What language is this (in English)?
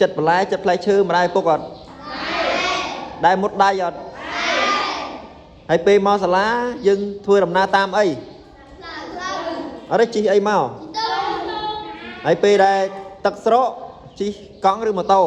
Khmer